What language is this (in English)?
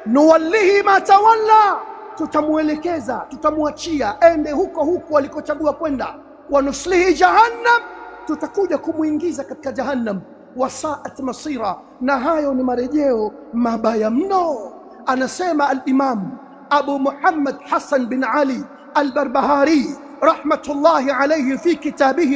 Swahili